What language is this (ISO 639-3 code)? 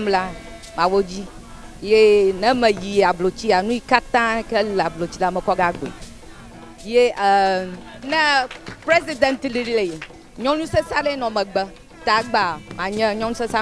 ewe